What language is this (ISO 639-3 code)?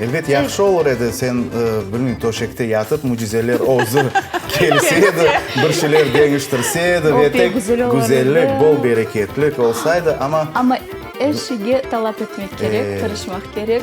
crh